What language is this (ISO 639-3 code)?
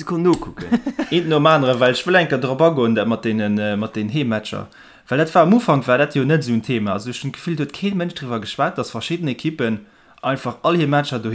ltz